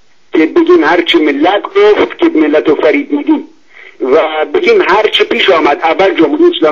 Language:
Persian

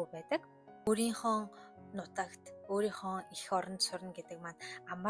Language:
Mongolian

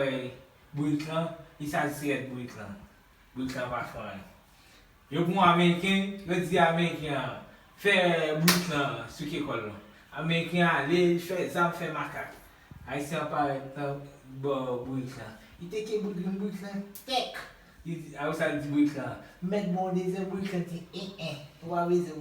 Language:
Haitian Creole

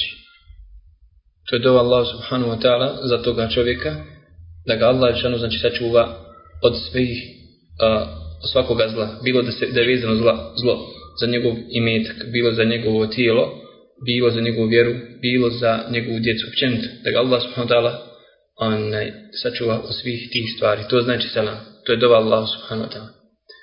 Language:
Bosnian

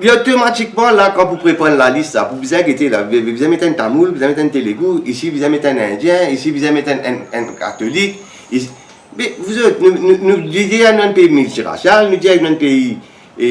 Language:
Morisyen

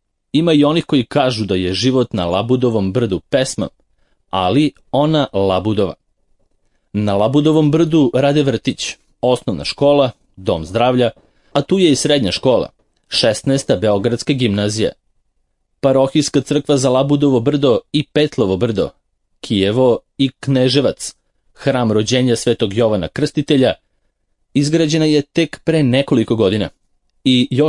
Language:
Serbian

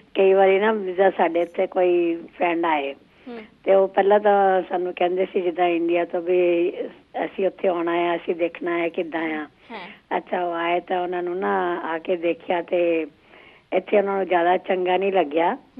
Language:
Punjabi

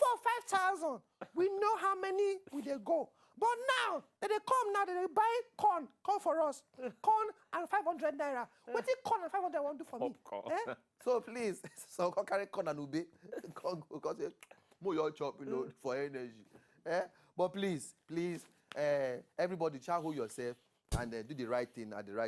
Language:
Nigerian Pidgin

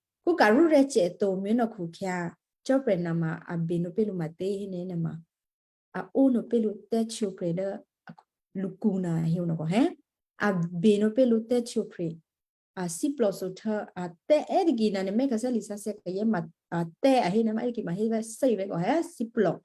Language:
Western Kayah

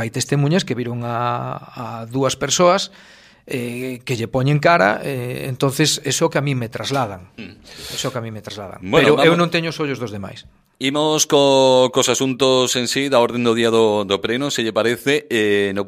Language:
Galician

